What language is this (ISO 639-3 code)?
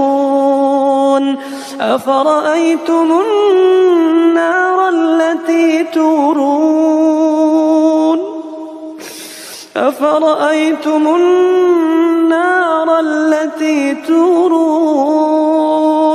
ara